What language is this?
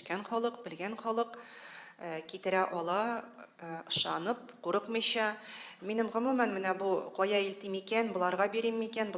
Tatar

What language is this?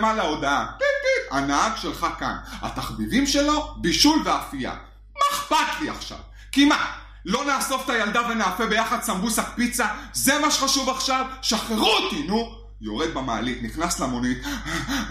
Hebrew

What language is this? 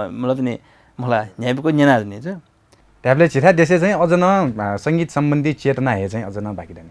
Newari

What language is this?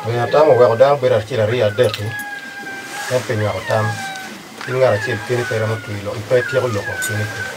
Acoli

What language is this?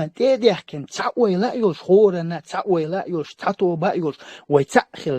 Chechen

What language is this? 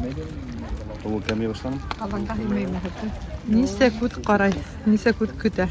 Bashkir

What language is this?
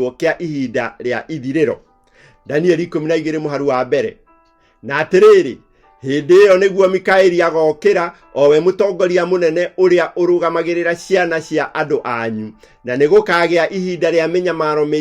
Kikuyu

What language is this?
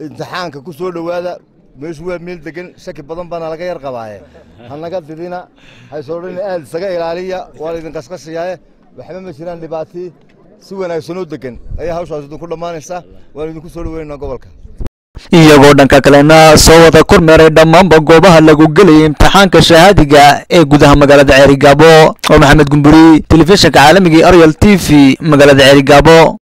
Somali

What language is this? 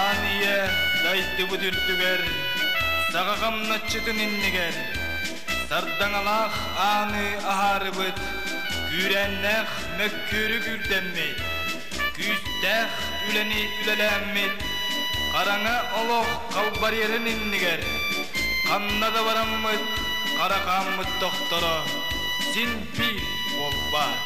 Yakut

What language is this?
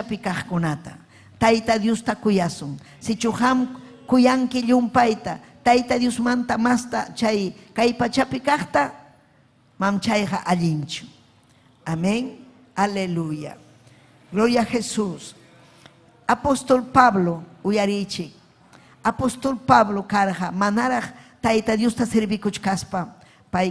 Ayacucho Quechua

